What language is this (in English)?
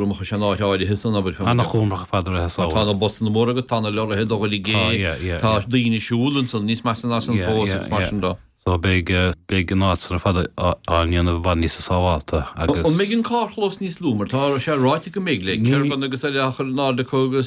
Irish